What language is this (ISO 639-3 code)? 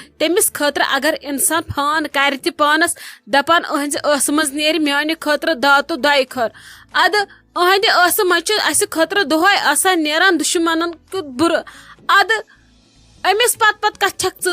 kas